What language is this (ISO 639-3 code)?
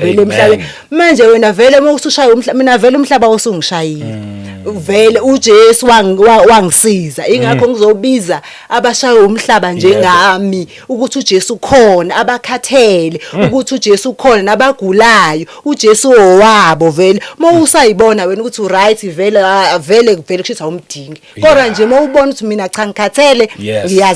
zul